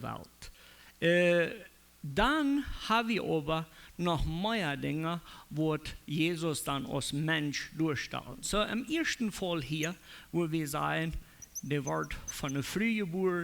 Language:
Plautdietsch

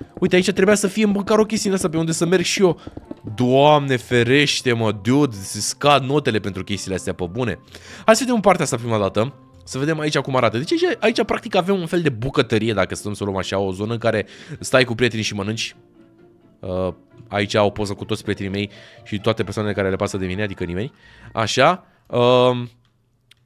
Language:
Romanian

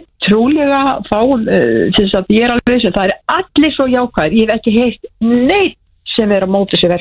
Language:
Icelandic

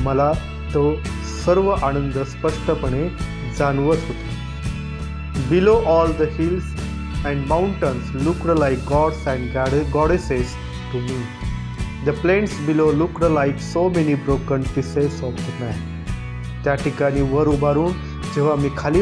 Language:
Marathi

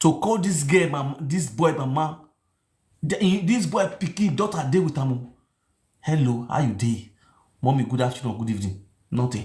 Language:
Nigerian Pidgin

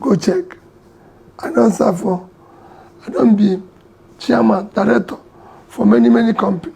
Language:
Nigerian Pidgin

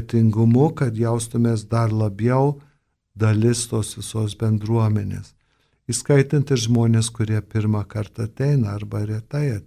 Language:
Lithuanian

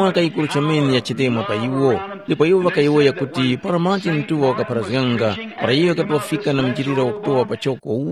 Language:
Tumbuka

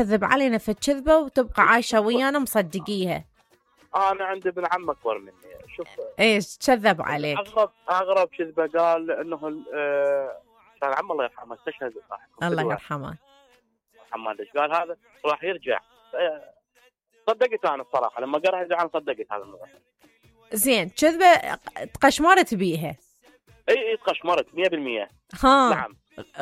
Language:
Mesopotamian Arabic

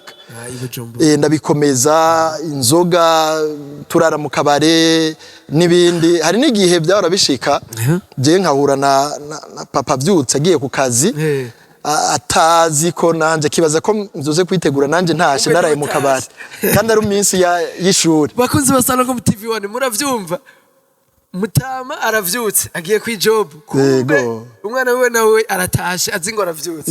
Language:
Rundi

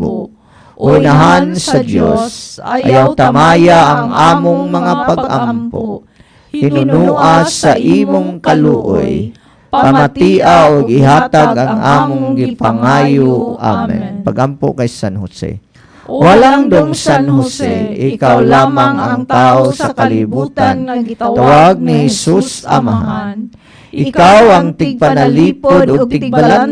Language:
Cebuano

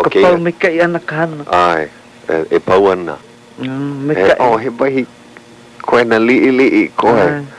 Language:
Hawaiian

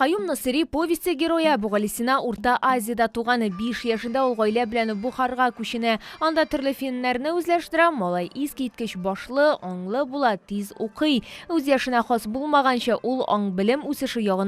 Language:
Tatar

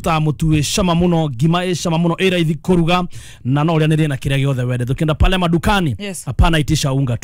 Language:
Kikuyu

